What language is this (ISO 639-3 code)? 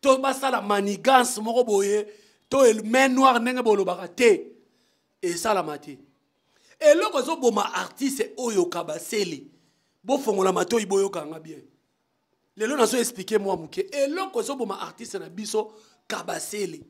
lin